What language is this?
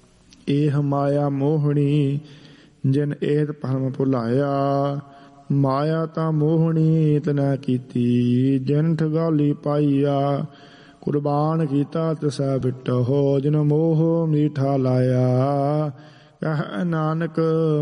Punjabi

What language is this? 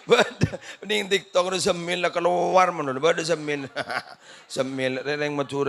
Madurese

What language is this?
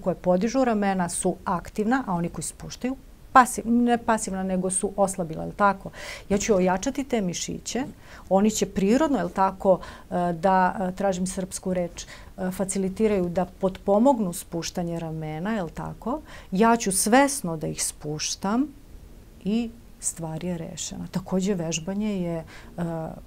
Serbian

